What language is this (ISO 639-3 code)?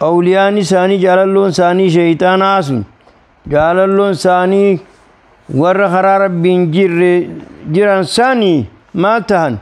orm